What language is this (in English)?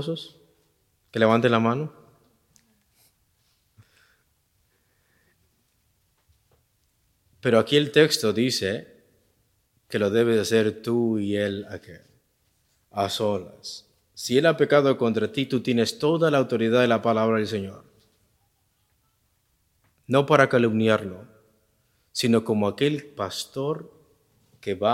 Spanish